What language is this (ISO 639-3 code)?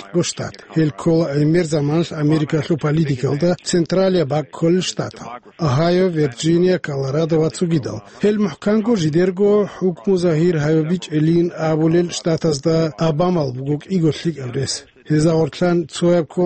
ava